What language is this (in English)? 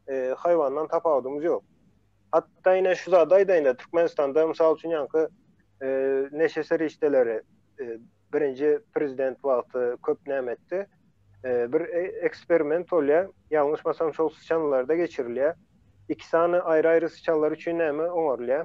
Turkmen